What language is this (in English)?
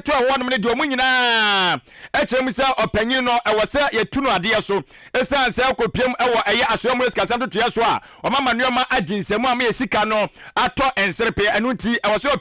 Akan